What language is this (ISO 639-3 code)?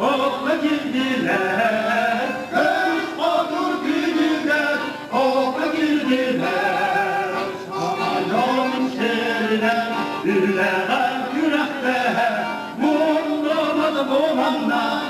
sah